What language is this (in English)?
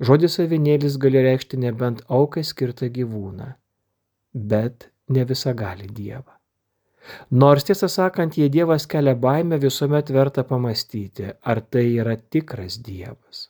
Lithuanian